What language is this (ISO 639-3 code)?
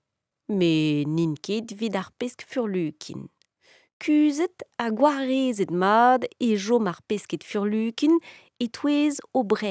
bre